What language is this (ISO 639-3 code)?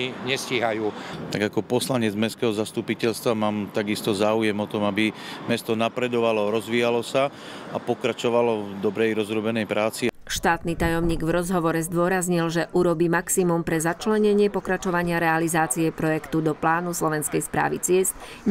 slk